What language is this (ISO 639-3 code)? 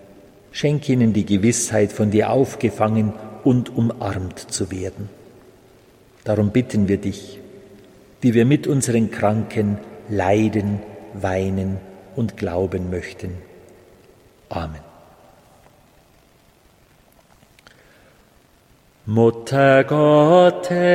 deu